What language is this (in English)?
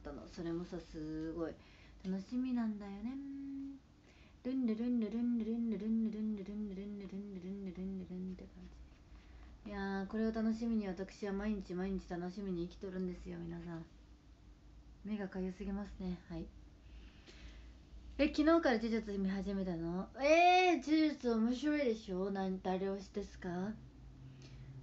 Japanese